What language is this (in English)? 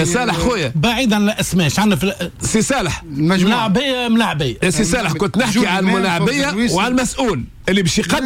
Tunisian Arabic